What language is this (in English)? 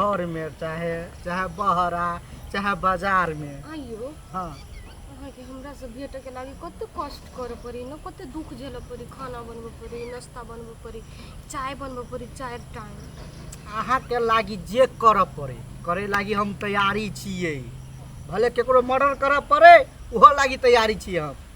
Maithili